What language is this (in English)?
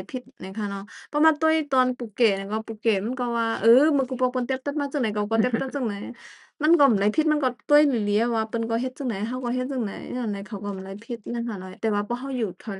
Shan